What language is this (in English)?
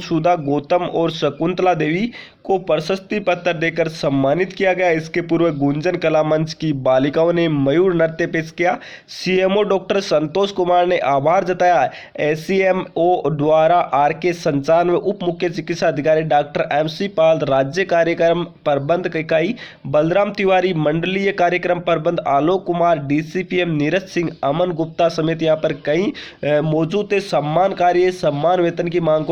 Hindi